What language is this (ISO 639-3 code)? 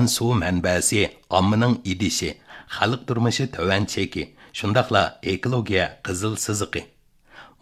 uig